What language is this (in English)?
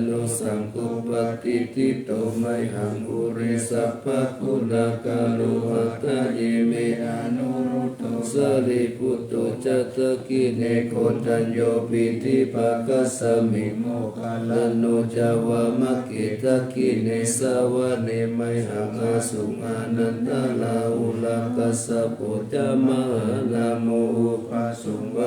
Pali